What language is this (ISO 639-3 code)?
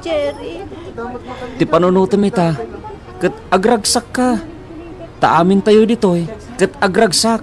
ilo